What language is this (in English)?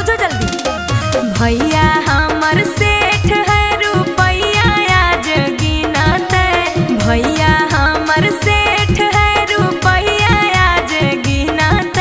Magahi